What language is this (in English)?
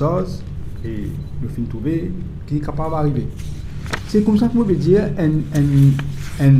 Morisyen